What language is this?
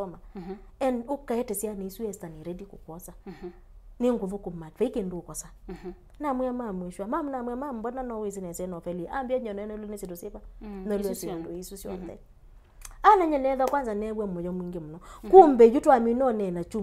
Kamba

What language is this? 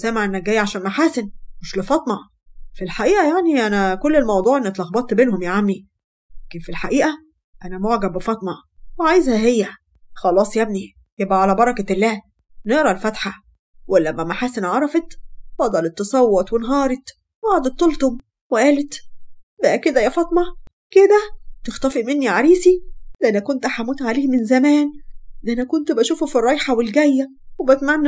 Egyptian Arabic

